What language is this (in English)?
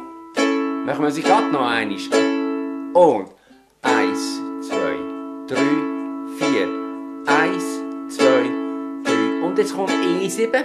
Swiss German